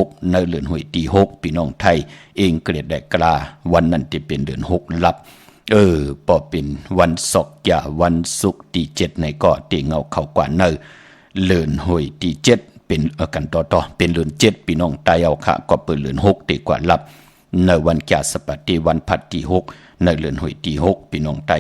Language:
Shan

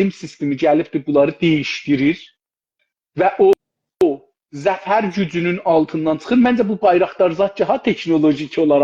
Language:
South Azerbaijani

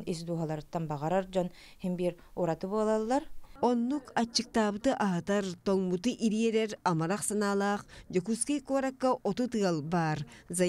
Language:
Yakut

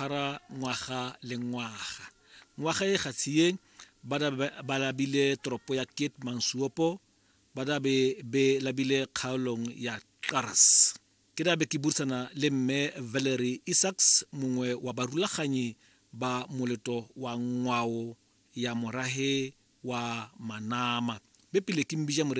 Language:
Tswana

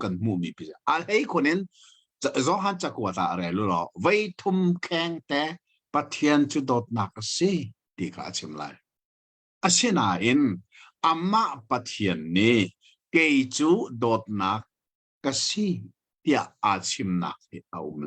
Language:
Hakha Chin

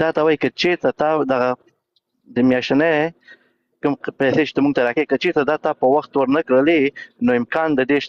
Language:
Pashto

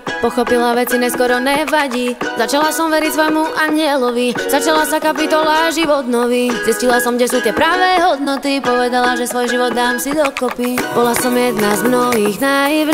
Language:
Slovak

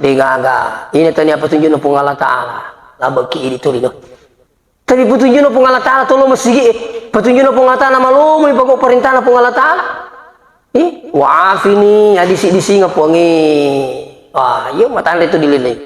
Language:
Buginese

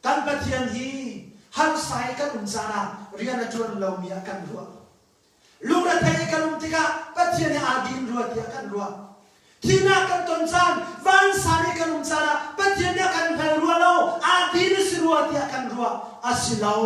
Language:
Hakha Chin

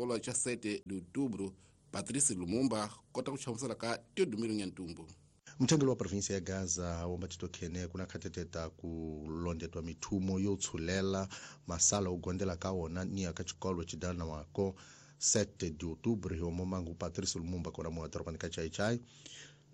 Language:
Tsonga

